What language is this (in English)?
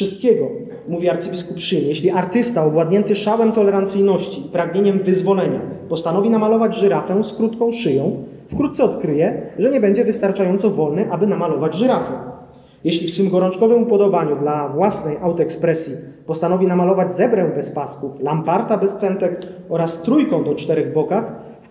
Polish